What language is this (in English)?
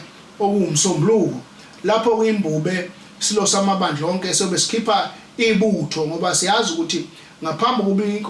Zulu